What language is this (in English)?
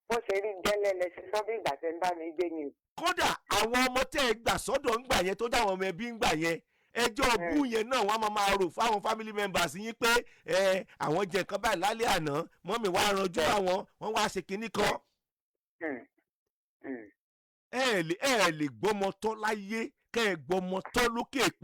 Yoruba